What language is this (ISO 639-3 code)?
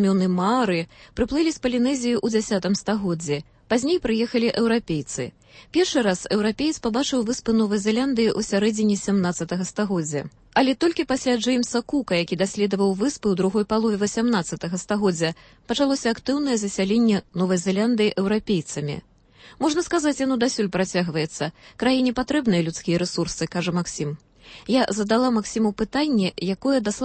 bel